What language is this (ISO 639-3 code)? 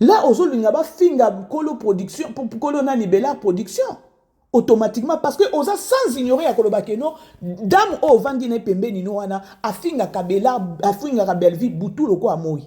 lin